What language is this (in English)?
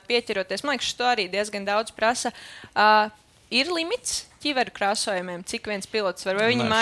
Latvian